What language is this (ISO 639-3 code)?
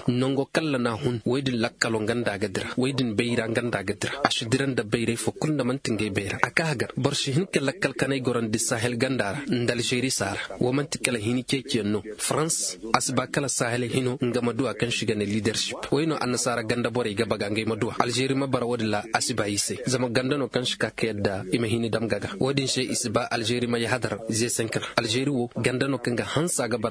ses